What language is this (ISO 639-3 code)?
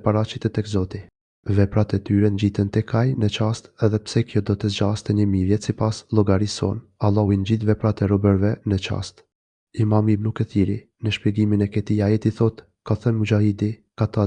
sqi